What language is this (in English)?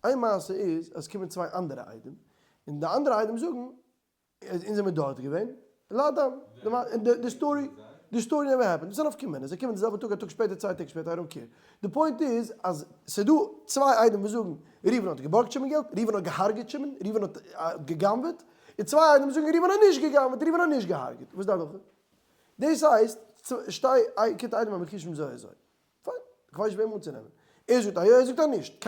Yiddish